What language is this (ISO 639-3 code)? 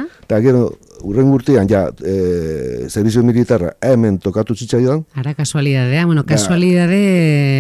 eus